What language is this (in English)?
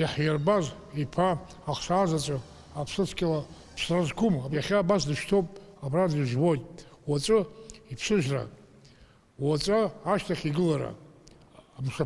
Abkhazian